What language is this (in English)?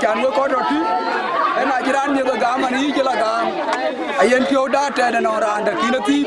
Dinka